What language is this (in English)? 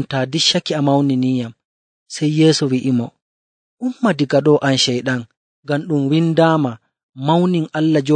Nigerian Fulfulde